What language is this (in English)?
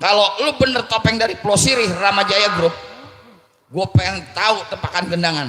Betawi